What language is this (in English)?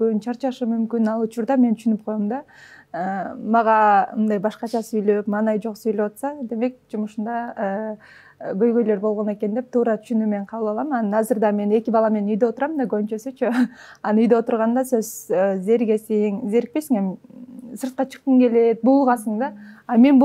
Kyrgyz